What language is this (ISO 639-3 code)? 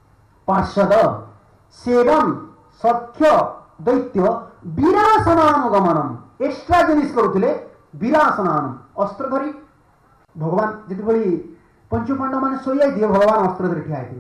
ori